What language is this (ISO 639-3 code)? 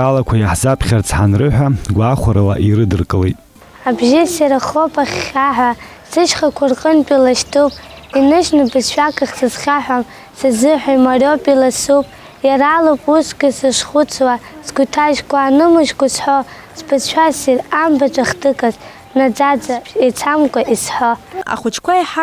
abk